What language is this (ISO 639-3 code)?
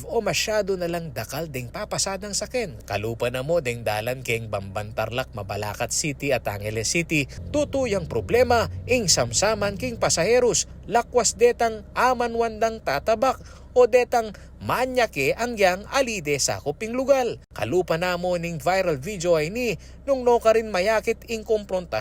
pam